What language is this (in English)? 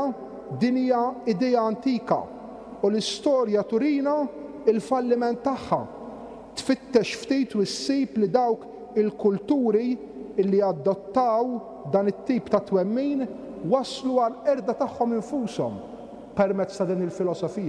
Maltese